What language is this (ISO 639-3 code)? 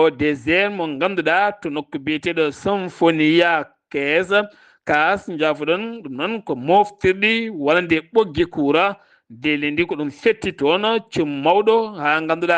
ful